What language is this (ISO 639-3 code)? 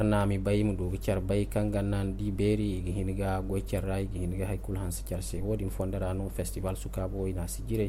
dje